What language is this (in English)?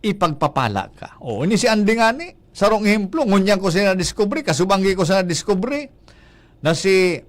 Bikol